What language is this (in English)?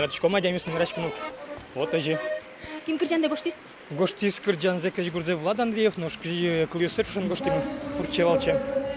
Udmurt